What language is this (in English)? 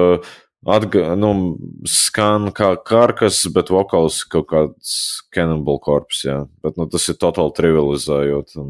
Latvian